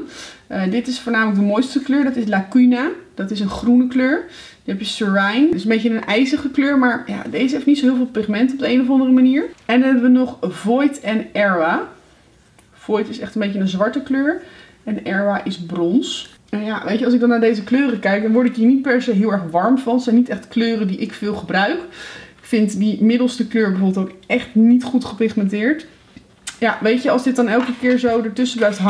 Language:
Dutch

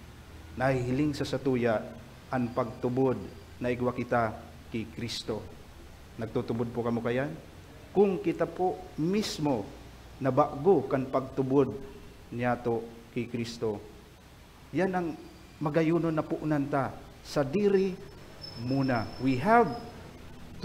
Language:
Bikol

